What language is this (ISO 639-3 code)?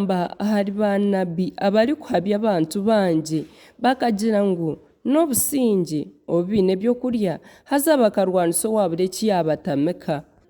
nyn